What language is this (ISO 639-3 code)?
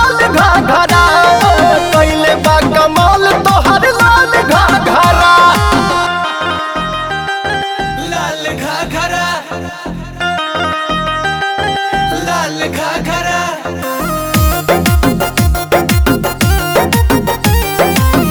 bho